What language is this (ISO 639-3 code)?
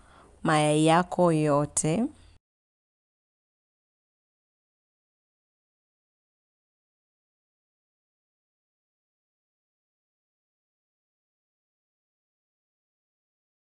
swa